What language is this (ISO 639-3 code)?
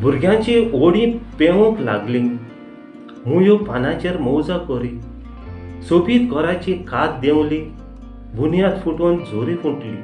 kok